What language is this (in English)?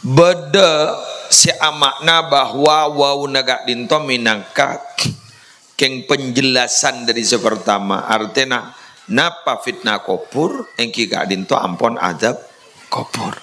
Madurese